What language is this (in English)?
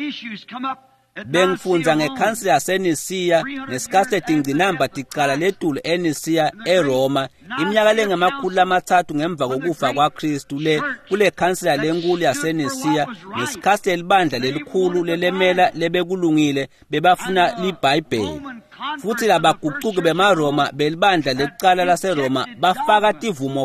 Swati